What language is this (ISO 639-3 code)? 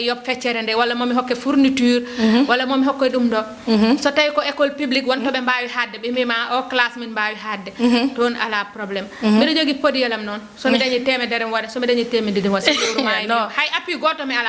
ful